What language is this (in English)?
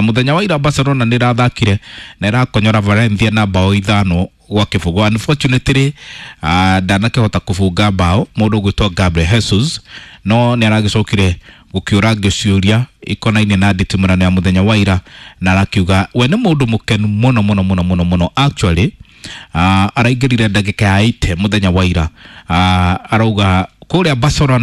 Kikuyu